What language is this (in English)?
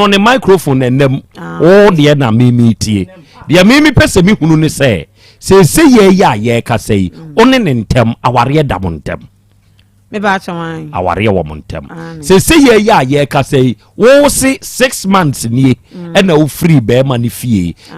Akan